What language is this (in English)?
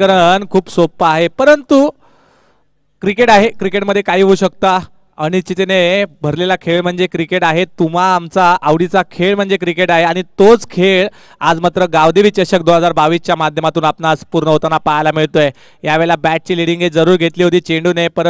Marathi